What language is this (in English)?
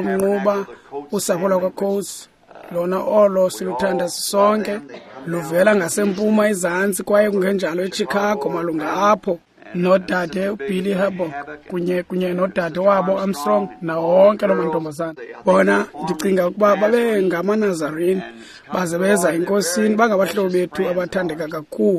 Xhosa